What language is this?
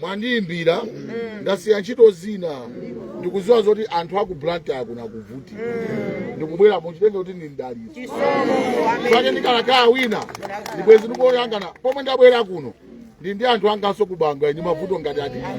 Nyanja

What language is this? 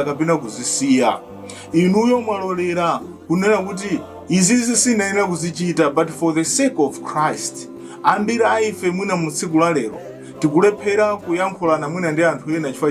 Nyanja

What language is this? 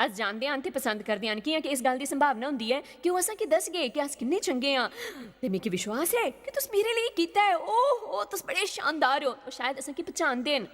Dogri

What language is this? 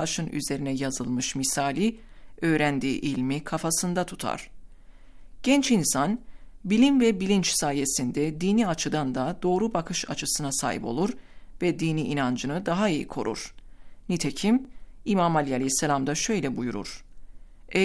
Turkish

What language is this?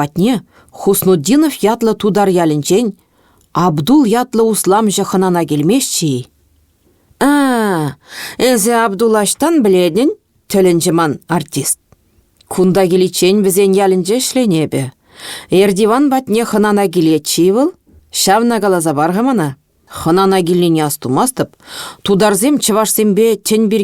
Chuvash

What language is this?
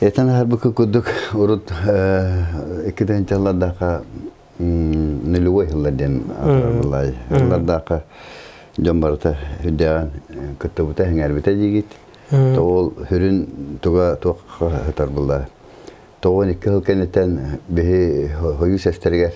Yakut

